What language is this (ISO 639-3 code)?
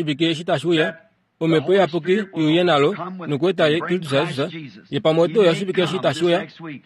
kua